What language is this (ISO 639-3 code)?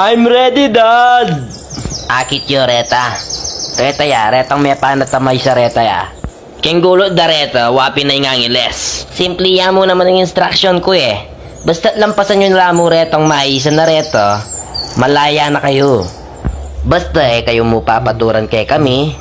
pam